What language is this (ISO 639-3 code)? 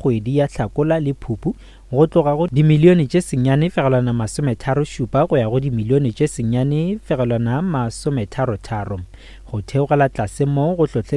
nso